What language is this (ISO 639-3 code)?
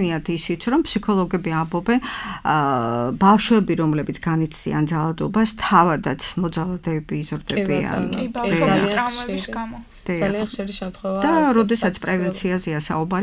kat